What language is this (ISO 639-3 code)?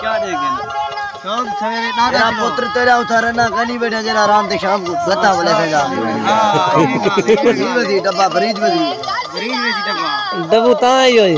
skr